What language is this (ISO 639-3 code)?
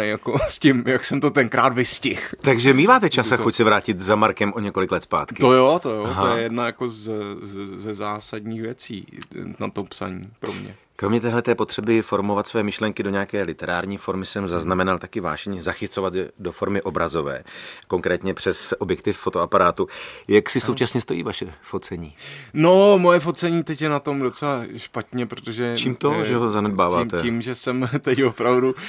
ces